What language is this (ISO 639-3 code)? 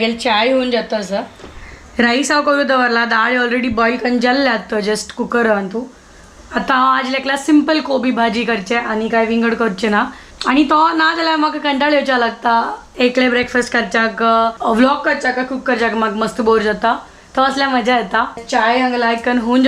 kok